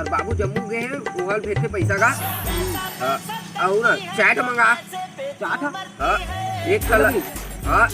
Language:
Chhattisgarhi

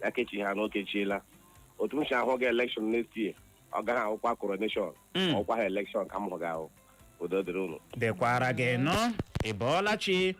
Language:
Igbo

